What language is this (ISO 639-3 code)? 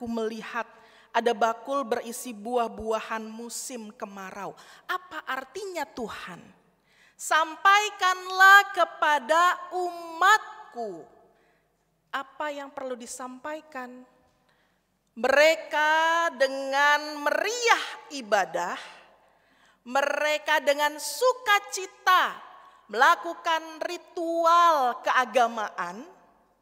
ind